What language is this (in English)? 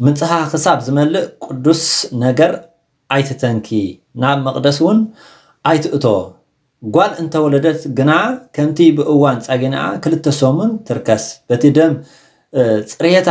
Tigrinya